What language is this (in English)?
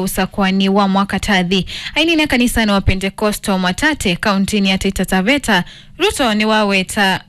Kamba